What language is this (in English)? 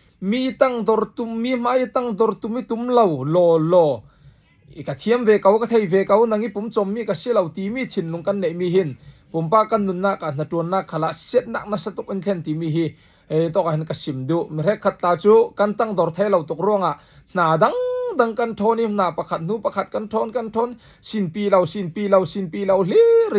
Falam Chin